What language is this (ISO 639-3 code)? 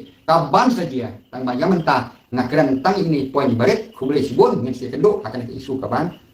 kha